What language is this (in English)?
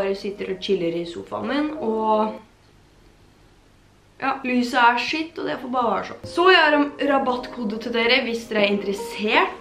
Norwegian